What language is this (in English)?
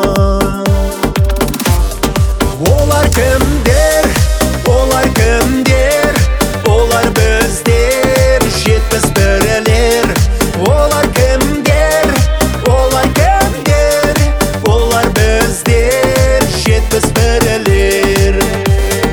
Kazakh